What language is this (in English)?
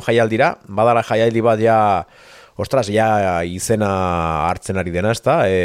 Basque